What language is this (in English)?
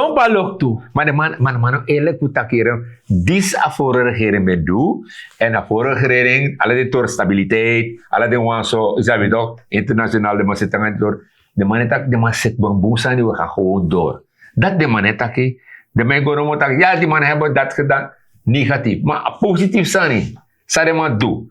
Sranan Tongo